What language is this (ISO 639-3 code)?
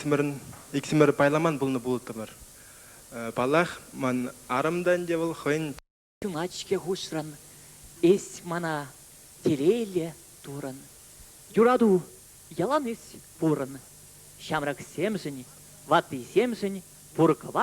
chv